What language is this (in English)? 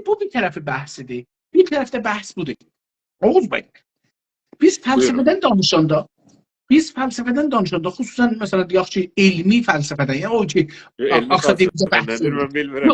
South Azerbaijani